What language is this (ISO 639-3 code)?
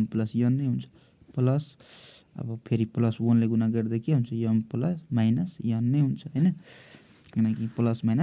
nep